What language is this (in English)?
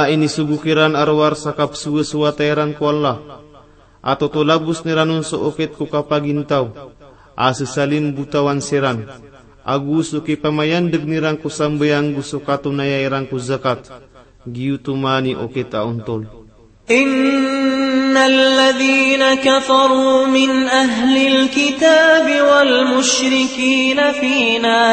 Maranao